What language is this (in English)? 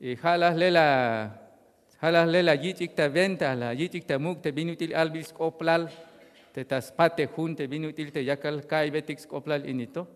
Tzeltal